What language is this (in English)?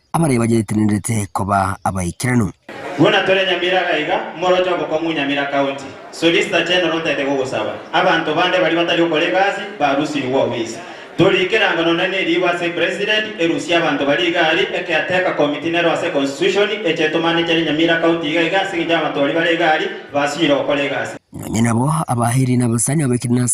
Gusii